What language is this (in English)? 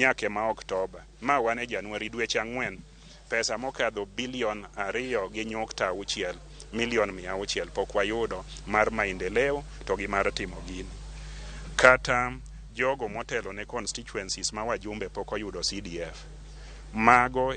Luo (Kenya and Tanzania)